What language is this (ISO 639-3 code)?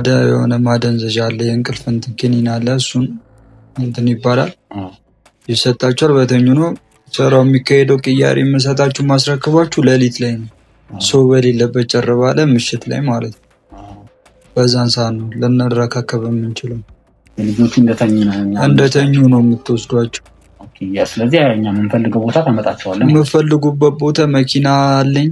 amh